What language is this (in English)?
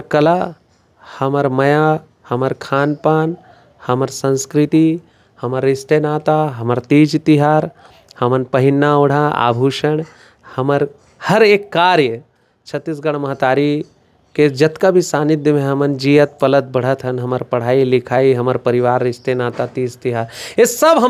Chhattisgarhi